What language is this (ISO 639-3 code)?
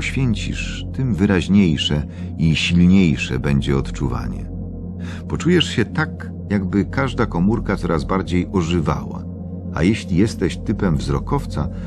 pol